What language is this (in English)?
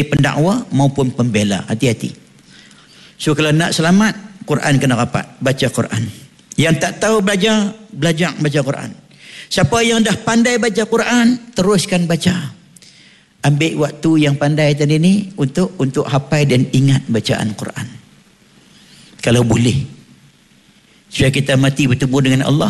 Malay